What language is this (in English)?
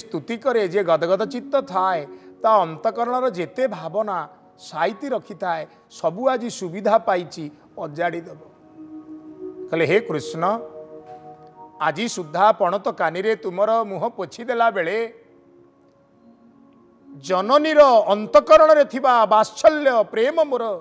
Odia